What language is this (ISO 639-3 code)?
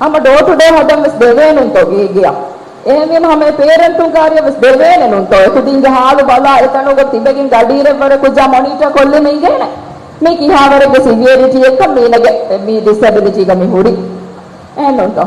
div